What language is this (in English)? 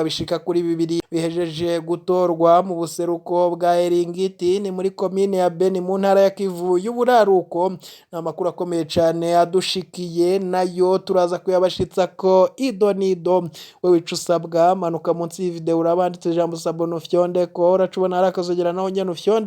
Rundi